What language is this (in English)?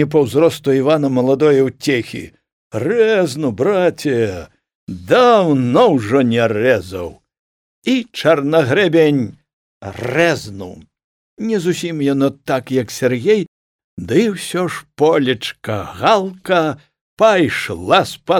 Belarusian